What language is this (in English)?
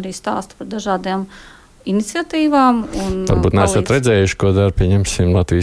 Latvian